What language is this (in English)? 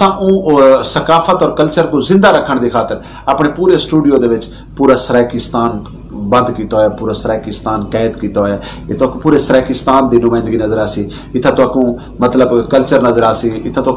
Saraiki